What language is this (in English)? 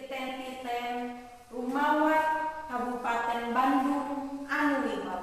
Sundanese